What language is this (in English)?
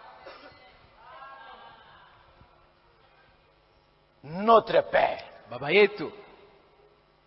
Swahili